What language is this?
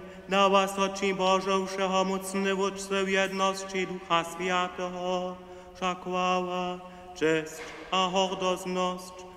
Upper Sorbian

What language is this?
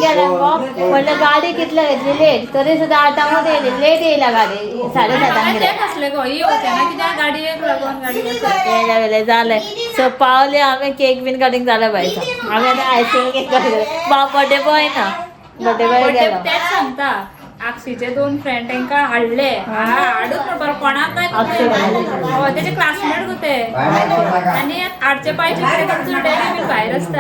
Konkani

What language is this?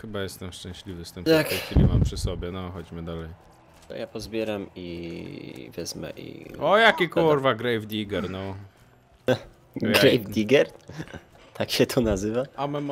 Polish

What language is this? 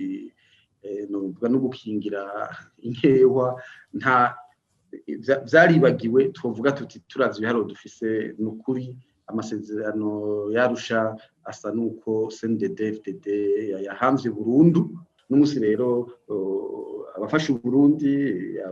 Rundi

